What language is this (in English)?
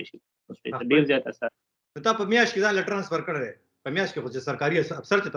Pashto